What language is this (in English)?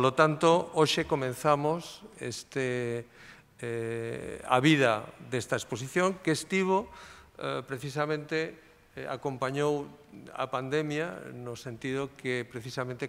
Galician